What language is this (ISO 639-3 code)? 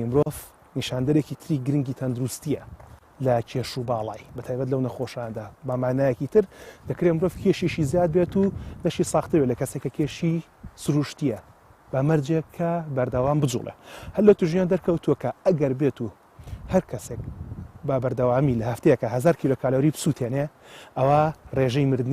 ckb